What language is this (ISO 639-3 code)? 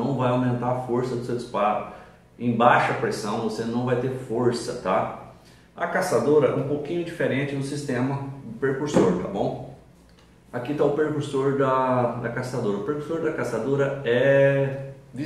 por